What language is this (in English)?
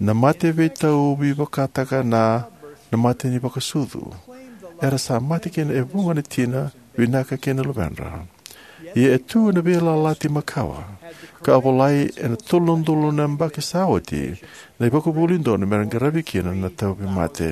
Fijian